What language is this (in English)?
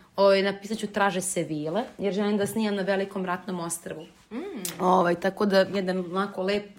Serbian